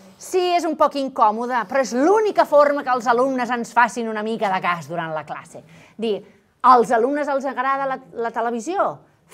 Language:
Catalan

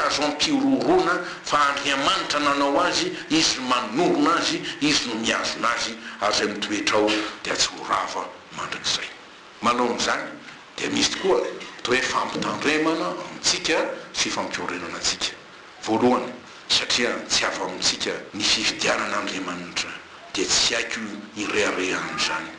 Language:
Malagasy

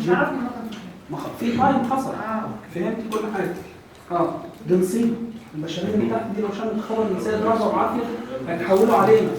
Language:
Egyptian Arabic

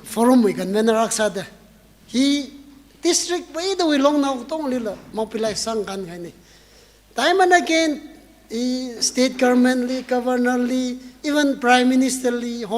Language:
Tangkhul Naga (India)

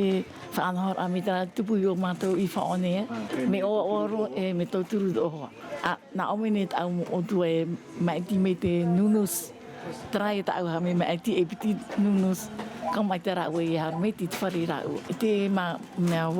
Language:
Tahitian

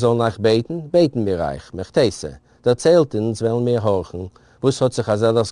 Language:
Yiddish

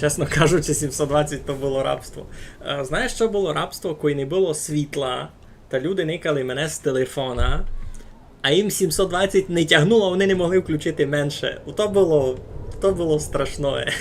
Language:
Rusyn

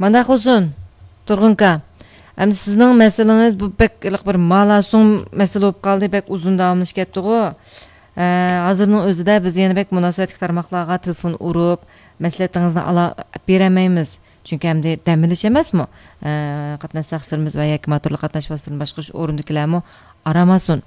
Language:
Uyghur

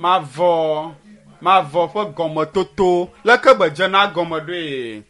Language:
Ewe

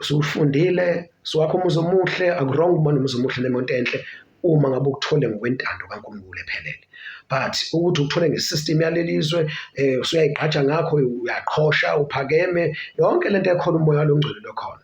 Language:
Zulu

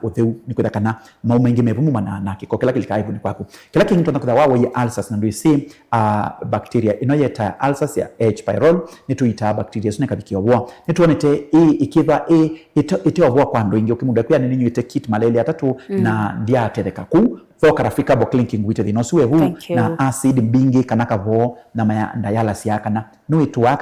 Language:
Kamba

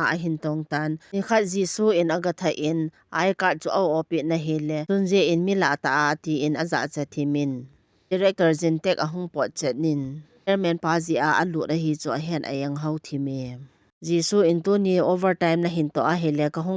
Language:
Thado Chin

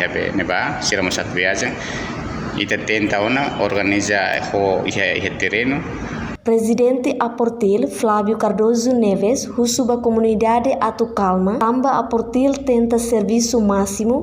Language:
Tetum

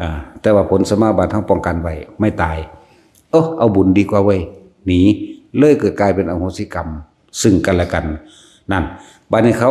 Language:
Northeastern Thai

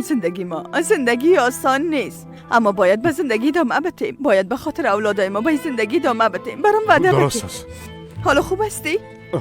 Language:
Persian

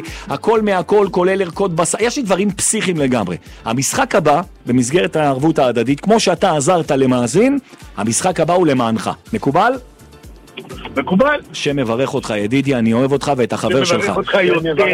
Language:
Hebrew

